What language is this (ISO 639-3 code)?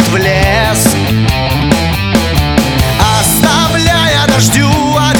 rus